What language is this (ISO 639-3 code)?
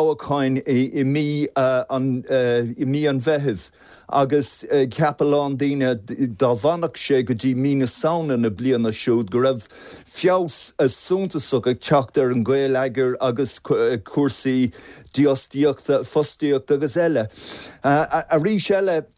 gle